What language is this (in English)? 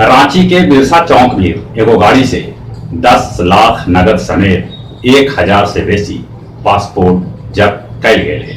Magahi